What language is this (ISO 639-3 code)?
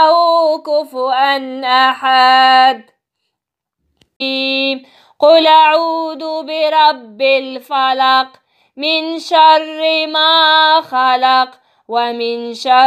ara